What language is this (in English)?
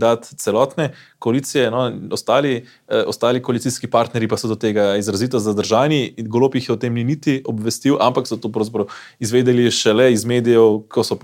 Slovenian